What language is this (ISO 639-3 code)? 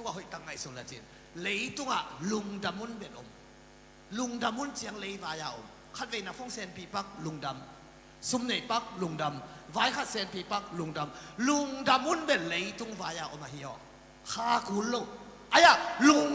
ctd